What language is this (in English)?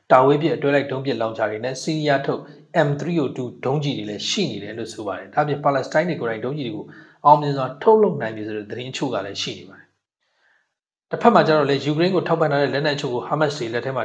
Burmese